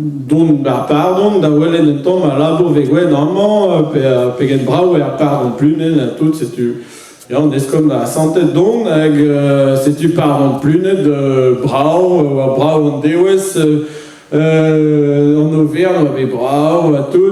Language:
Breton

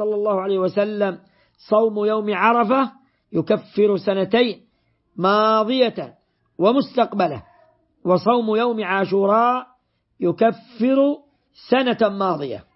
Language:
Arabic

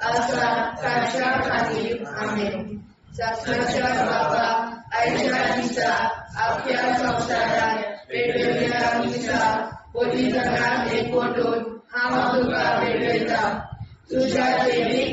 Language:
Konkani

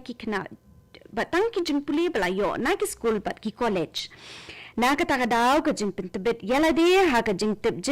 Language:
Khasi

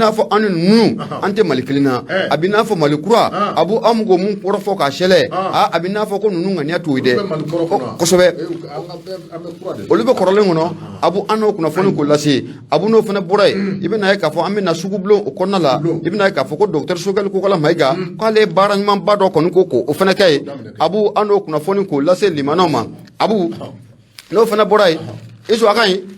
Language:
Bambara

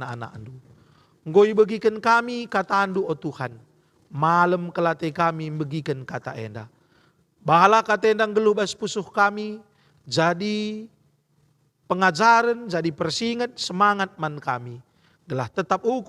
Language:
Batak Karo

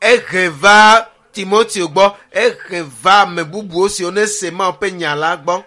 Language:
Ewe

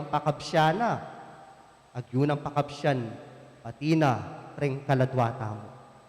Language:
Pampanga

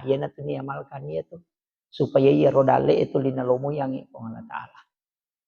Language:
Buginese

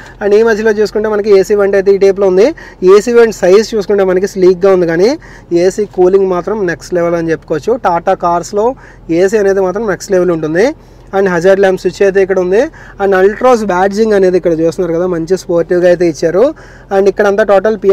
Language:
Telugu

